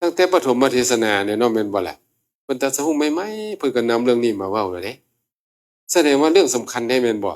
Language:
Northeastern Thai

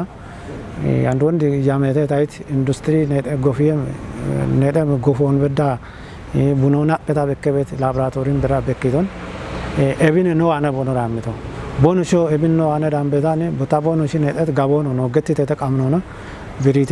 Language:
Kafa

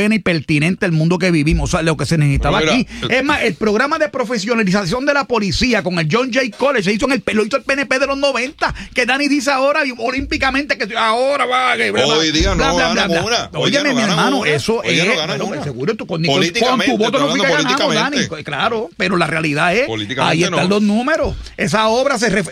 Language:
Spanish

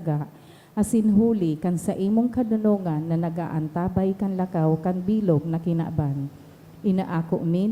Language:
Bikol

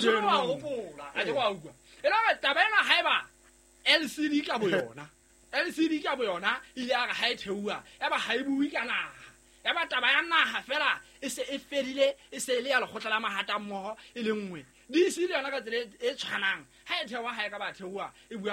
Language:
Southern Sotho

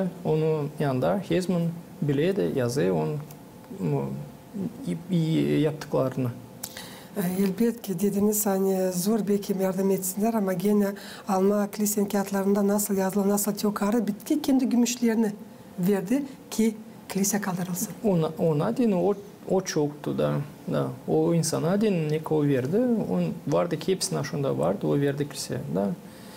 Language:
Gagauz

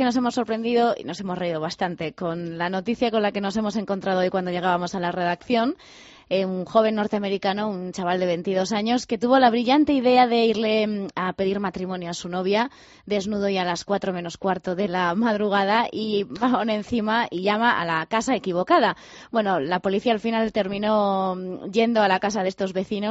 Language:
Spanish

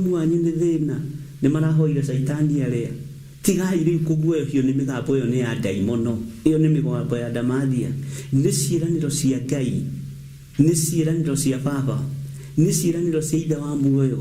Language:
Kikuyu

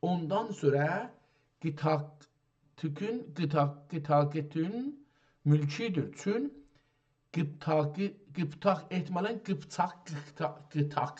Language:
South Azerbaijani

